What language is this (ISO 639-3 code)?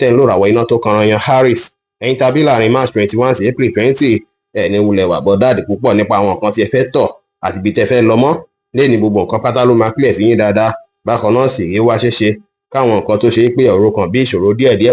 yor